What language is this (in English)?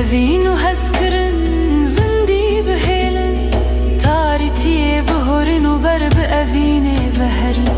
Kurdish